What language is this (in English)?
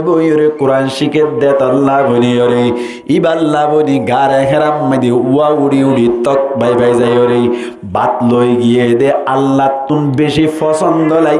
Rohingya